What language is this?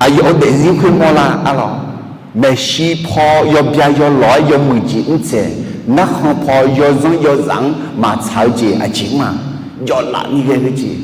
Akha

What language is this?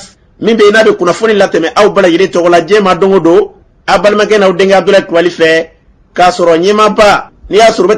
Bambara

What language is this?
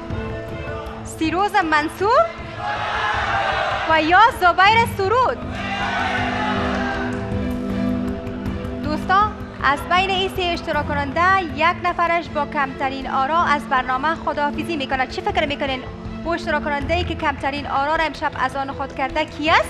Persian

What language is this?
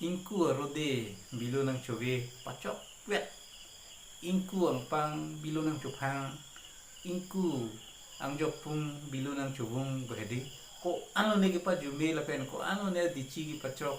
Karbi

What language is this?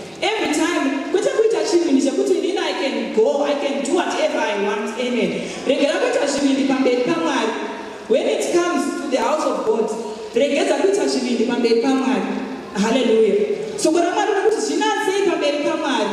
Shona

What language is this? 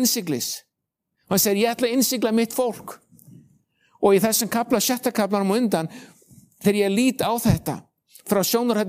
Icelandic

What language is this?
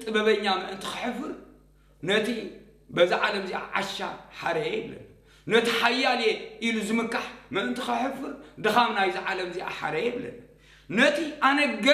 Tigrinya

